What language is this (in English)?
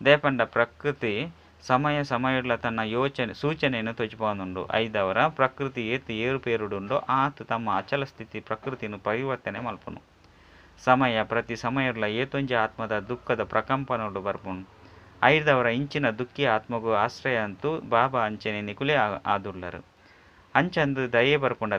Tulu